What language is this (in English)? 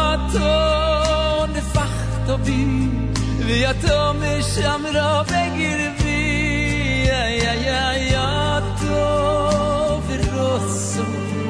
Hebrew